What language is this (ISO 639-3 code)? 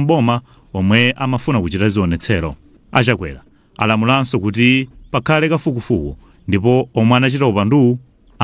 nya